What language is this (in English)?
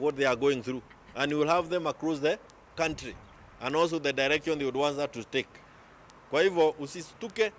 Kamba